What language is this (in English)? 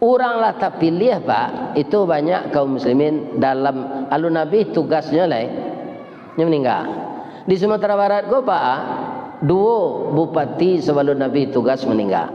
Minangkabau